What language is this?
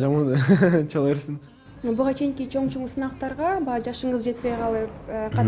Kyrgyz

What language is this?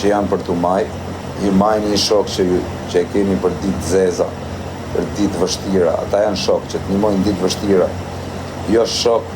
Albanian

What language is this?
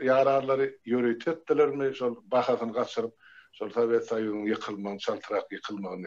Turkmen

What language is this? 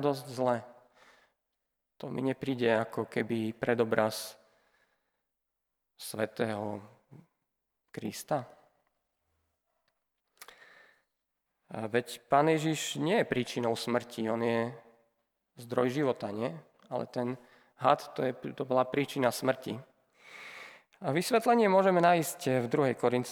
Slovak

